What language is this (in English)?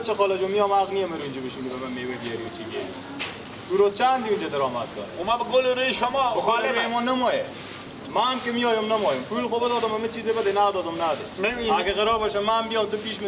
Persian